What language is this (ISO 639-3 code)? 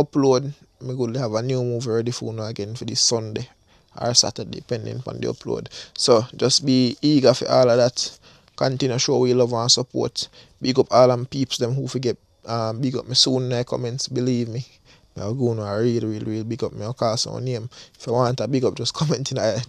jam